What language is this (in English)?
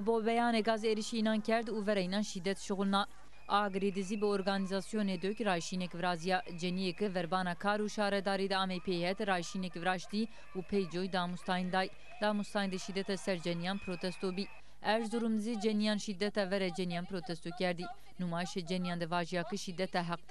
Zaza